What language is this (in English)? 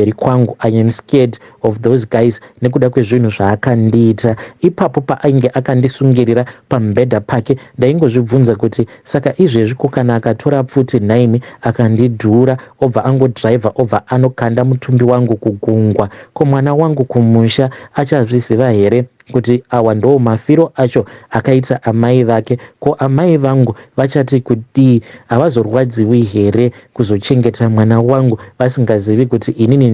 Shona